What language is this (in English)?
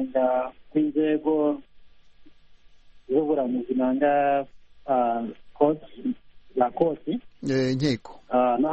Kinyarwanda